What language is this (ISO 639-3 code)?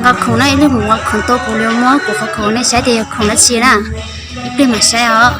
hmn